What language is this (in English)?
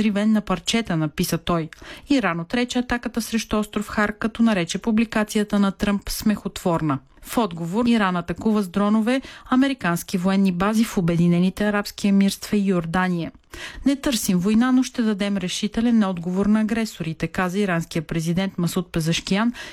Bulgarian